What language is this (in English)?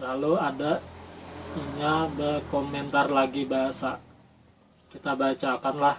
Banjar